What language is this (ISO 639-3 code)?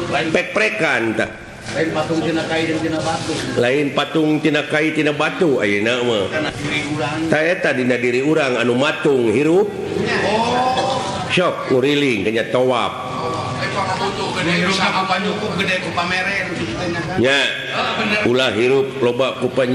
sun